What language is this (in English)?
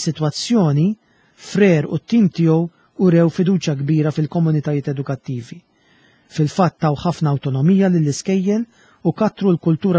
Maltese